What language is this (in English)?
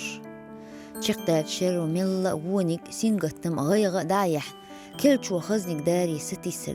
Chechen